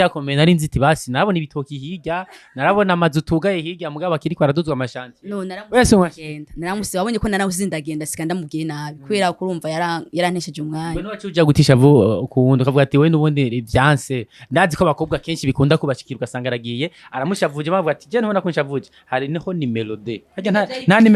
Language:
Rundi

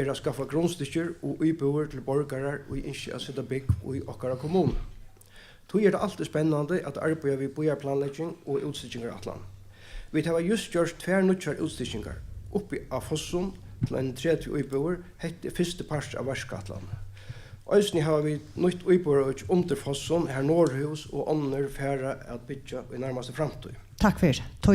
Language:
Faroese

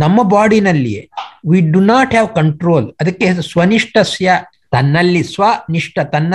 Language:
Kannada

